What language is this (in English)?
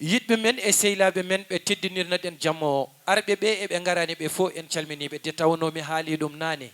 Fula